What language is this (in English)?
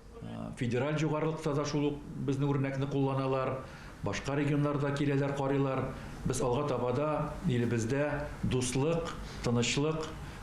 Tatar